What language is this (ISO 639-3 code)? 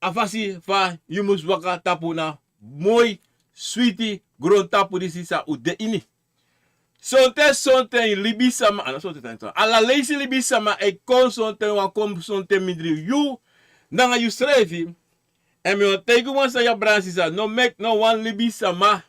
srn